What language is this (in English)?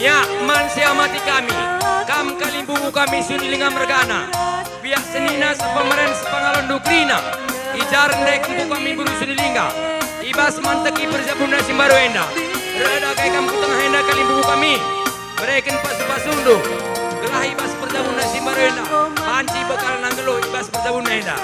Batak Karo